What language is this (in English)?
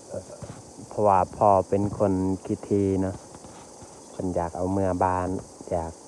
Lao